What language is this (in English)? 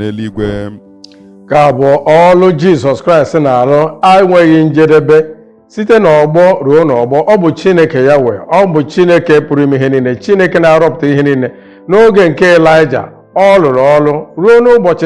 Igbo